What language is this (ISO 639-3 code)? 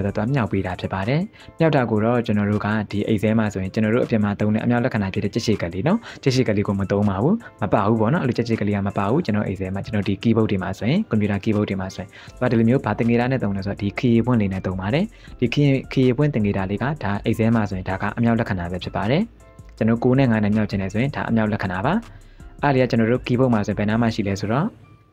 mya